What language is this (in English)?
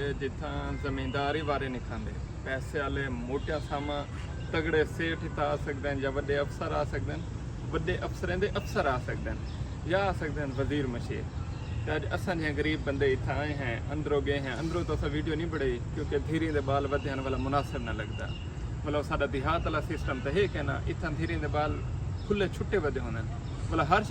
Saraiki